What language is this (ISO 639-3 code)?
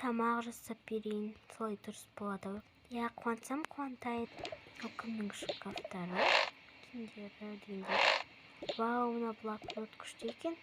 kaz